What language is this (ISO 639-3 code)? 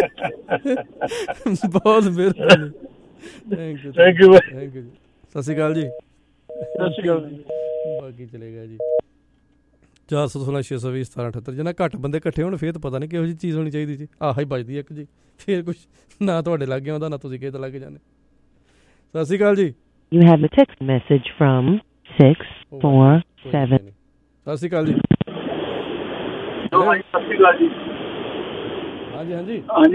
pan